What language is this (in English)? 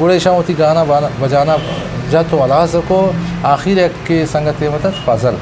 Eastern Balochi